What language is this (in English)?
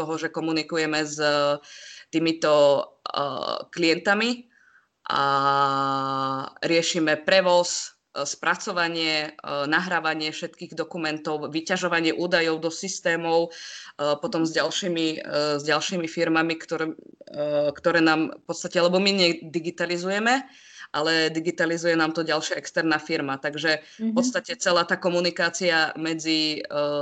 Slovak